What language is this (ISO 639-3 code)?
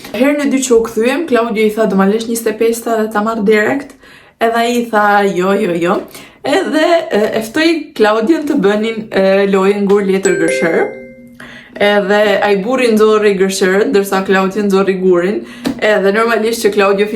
sqi